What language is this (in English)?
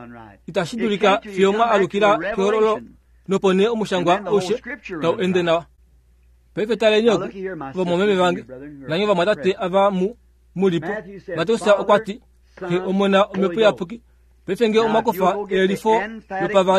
Kuanyama